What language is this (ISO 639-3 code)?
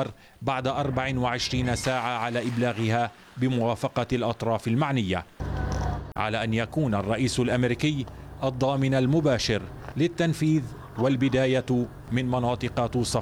ara